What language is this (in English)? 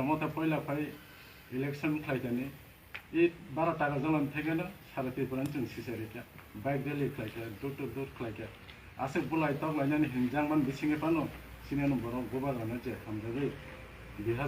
Kok Borok